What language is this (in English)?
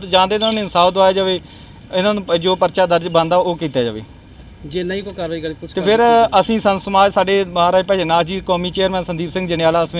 Punjabi